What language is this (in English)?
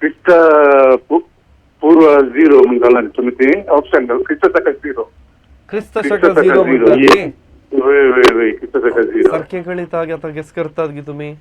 Konkani